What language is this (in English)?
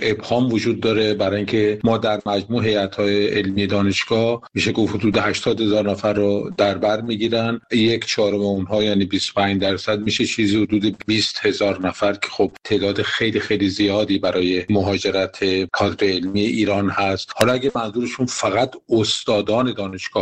Persian